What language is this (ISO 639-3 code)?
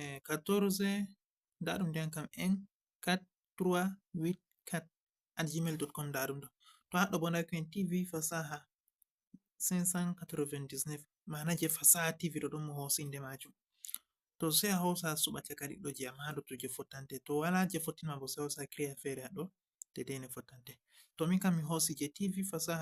ful